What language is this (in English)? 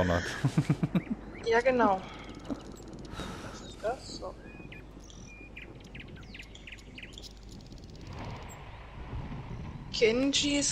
German